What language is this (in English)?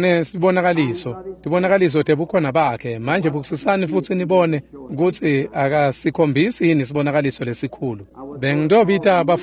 Swati